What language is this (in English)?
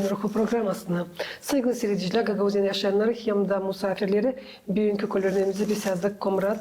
Gagauz